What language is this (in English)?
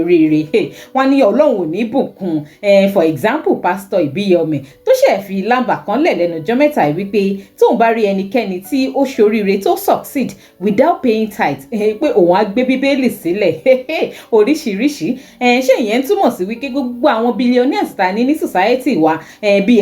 Yoruba